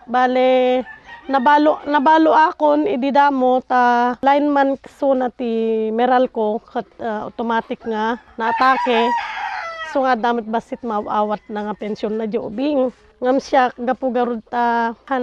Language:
Iloko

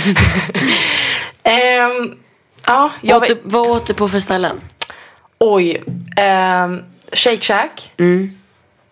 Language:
Swedish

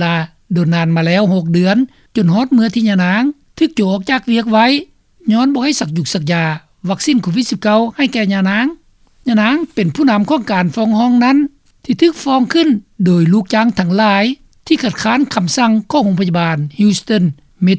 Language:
Lao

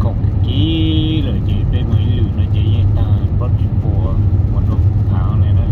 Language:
Hmong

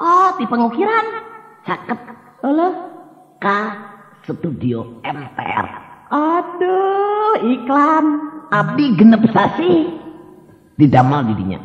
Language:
Sundanese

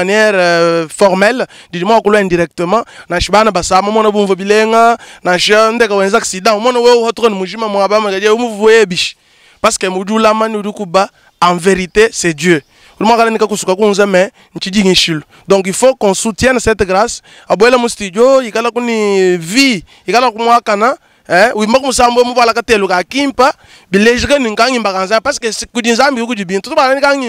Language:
Luba-Lulua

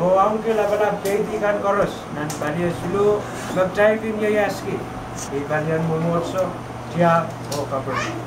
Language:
Pohnpeian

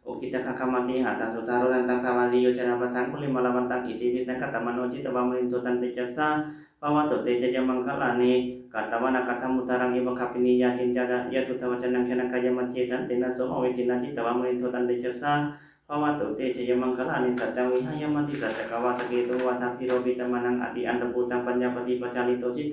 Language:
Pali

